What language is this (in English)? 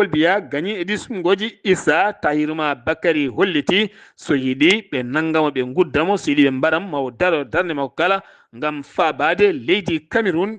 Fula